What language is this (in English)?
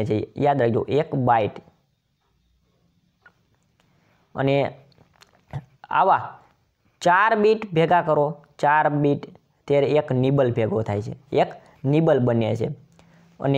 Gujarati